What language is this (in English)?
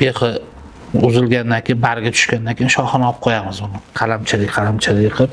Uzbek